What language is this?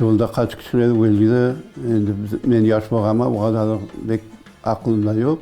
Crimean Tatar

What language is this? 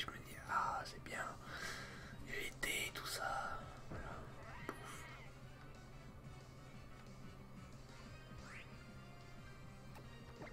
French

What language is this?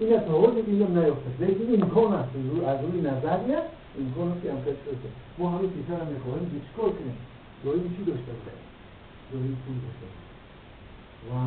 Tajik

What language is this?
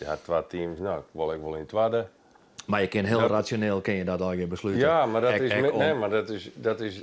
Western Frisian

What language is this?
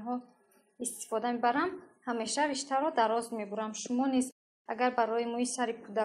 Tajik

